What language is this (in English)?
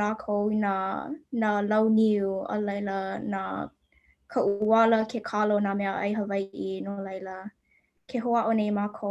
Hawaiian